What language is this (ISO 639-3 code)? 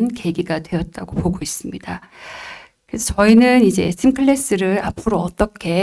kor